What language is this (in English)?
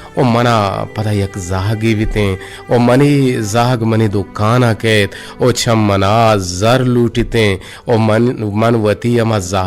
Eastern Balochi